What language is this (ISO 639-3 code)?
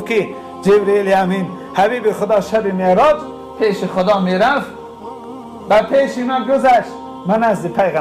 tgk